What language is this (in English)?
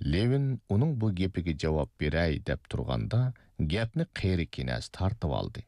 Uyghur